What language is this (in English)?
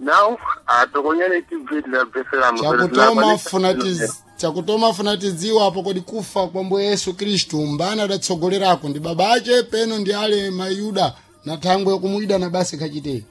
Sena